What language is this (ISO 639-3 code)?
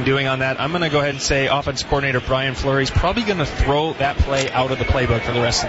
eng